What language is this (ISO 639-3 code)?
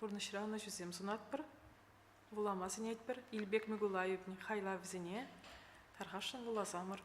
chv